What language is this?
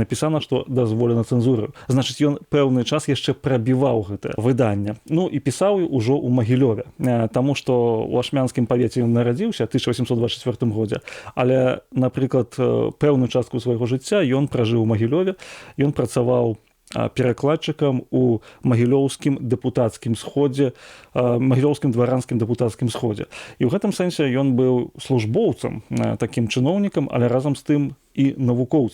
Belarusian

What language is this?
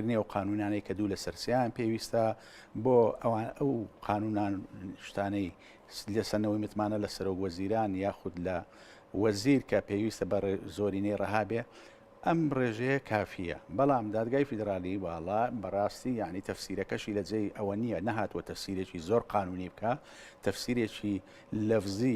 Central Kurdish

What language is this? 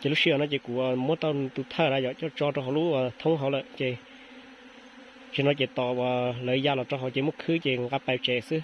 Hmong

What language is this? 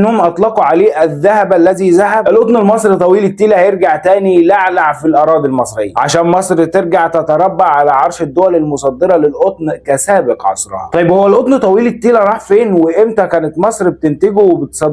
Egyptian Arabic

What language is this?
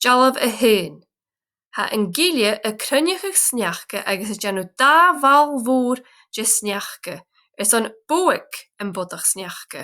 Scottish Gaelic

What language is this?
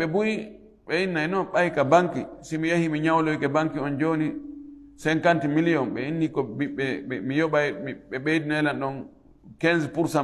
Fula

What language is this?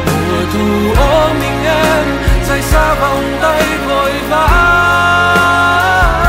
Vietnamese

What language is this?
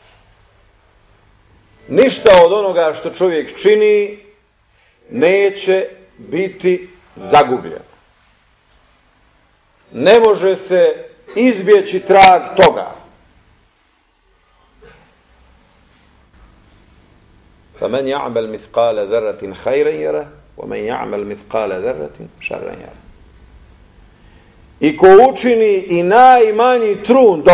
Bosnian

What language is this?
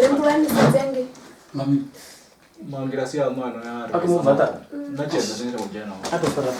Venda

